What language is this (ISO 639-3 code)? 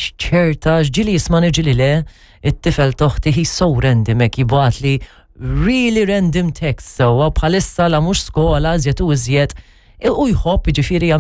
mlt